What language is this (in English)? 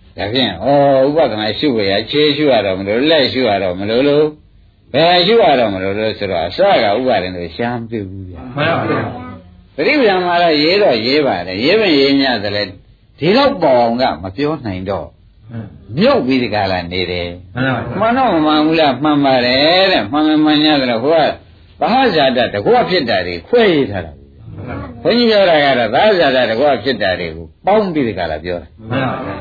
Burmese